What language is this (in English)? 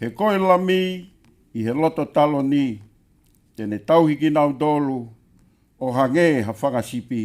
Tongan